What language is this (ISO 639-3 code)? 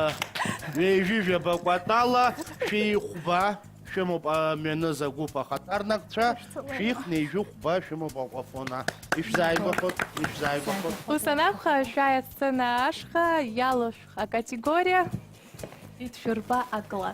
abk